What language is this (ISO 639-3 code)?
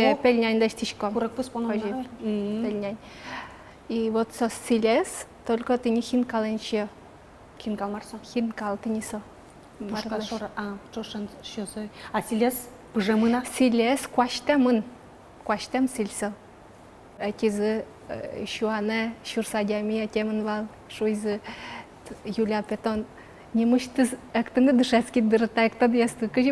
udm